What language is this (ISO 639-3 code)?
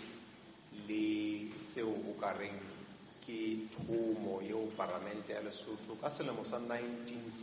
sot